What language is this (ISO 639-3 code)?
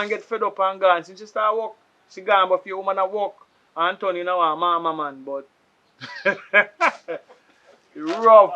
jam